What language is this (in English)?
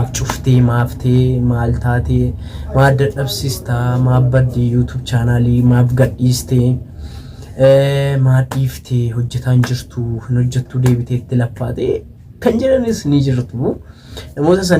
Oromo